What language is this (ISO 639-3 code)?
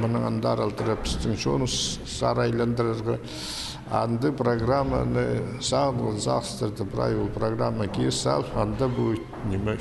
kjh